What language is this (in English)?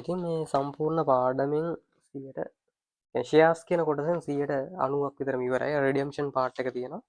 Sinhala